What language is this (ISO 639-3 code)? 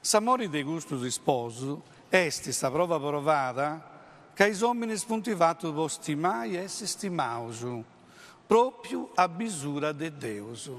srd